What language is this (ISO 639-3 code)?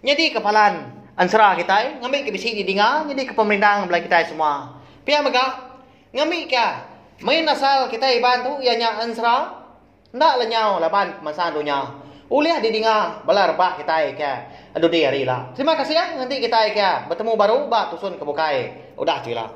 iba